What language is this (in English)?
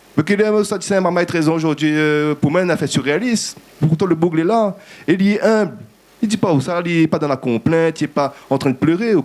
Réunion Creole French